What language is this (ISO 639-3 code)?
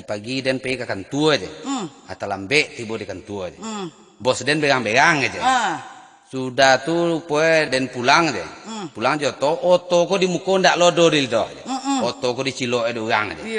min